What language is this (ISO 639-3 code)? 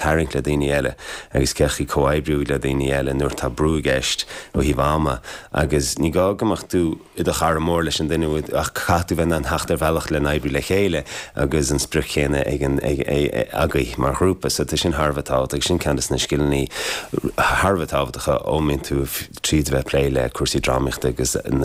gle